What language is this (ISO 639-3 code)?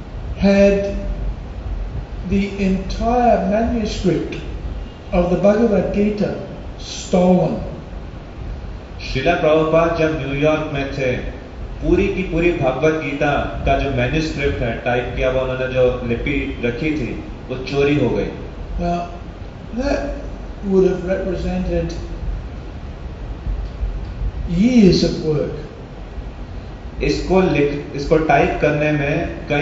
hin